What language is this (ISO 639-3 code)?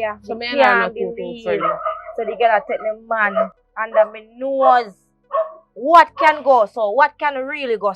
jam